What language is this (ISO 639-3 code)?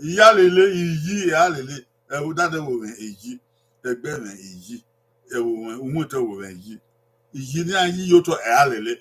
bin